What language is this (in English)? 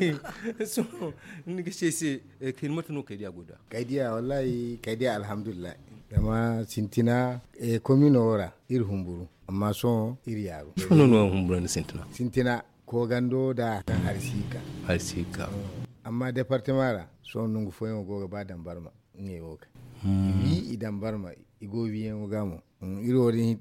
Zarma